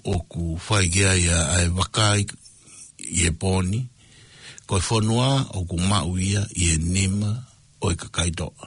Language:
Tongan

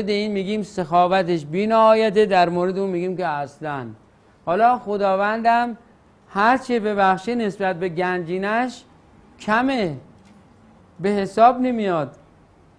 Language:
Persian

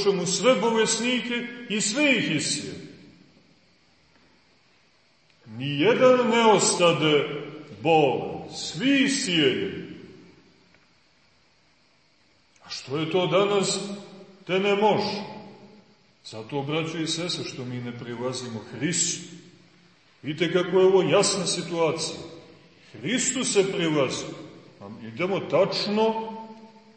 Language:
Serbian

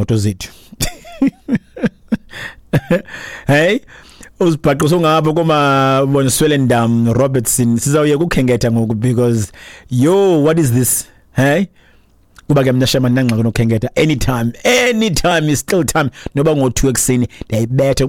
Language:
Xhosa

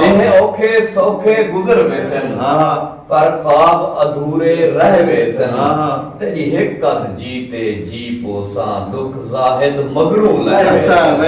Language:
Saraiki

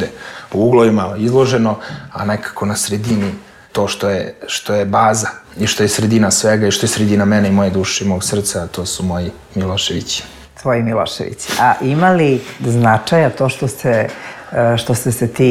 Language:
Serbian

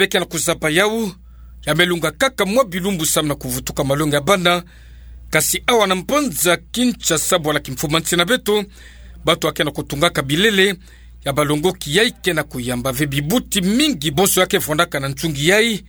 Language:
Kituba (Democratic Republic of Congo)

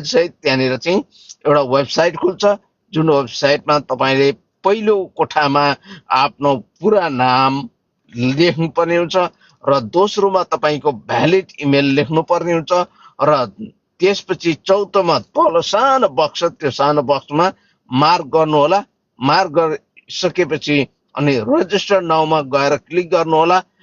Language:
Nepali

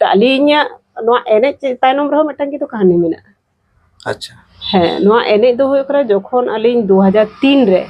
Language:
Santali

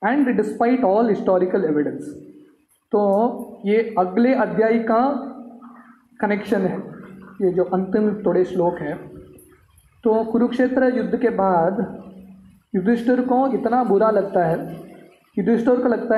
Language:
Hindi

